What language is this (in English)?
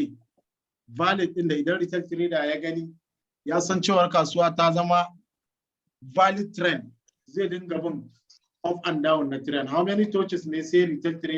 Hausa